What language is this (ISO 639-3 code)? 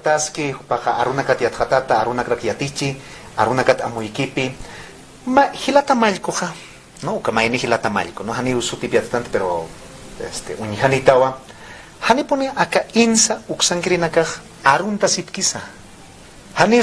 aym